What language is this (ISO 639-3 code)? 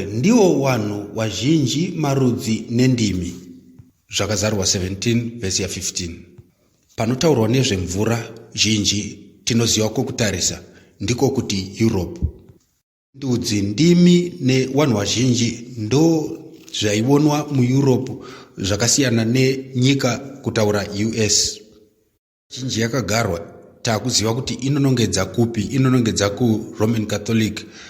sna